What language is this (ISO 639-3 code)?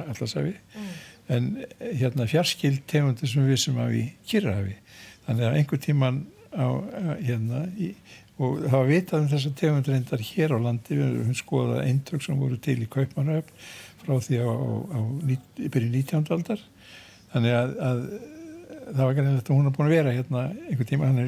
isl